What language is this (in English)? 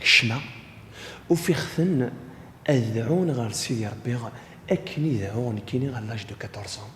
Kabyle